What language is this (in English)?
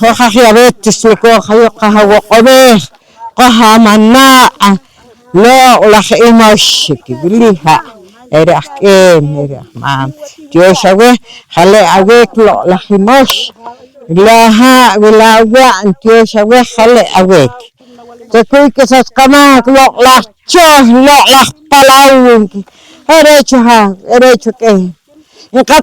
Poqomchi'